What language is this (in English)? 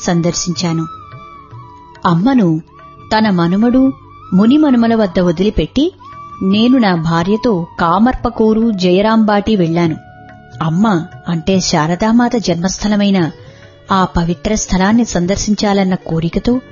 Telugu